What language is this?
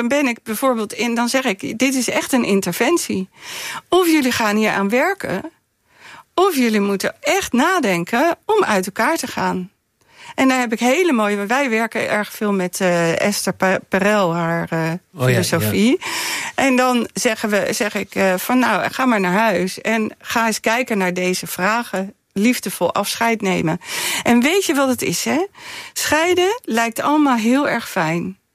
Dutch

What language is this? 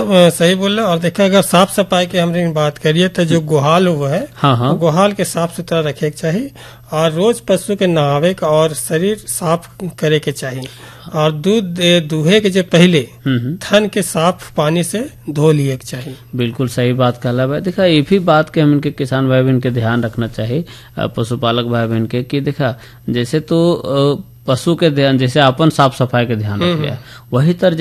Bhojpuri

